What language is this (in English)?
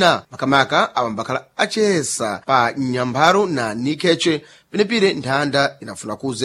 Sena